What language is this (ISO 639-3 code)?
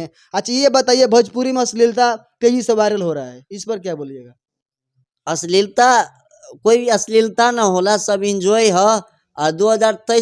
bho